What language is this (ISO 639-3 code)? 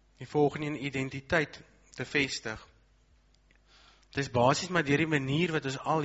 afr